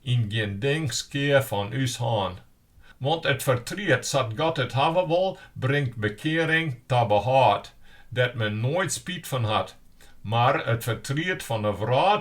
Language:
Western Frisian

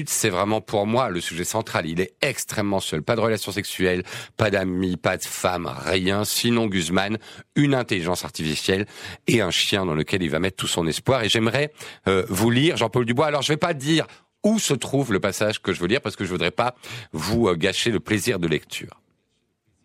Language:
French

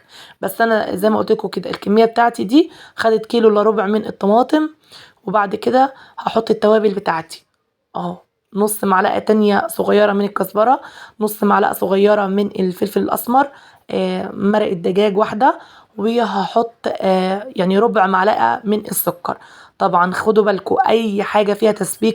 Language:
Egyptian Arabic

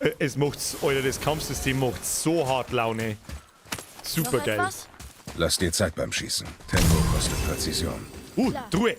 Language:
Bavarian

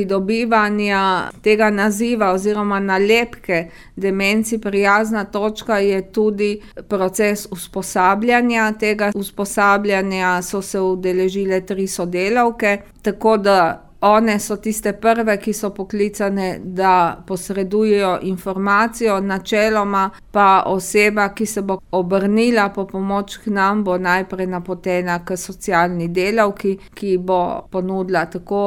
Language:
Slovenian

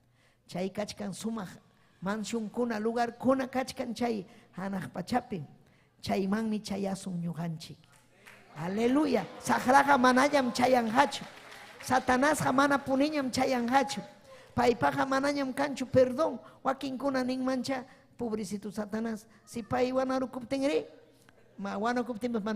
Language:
Ayacucho Quechua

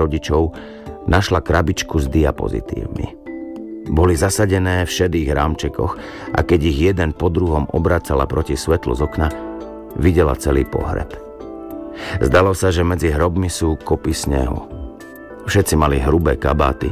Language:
Slovak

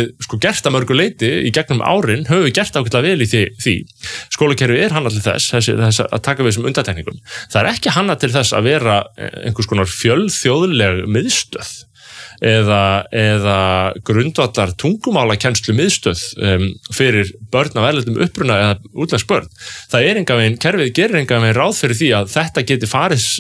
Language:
Icelandic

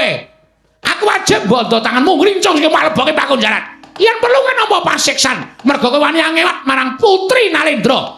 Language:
Javanese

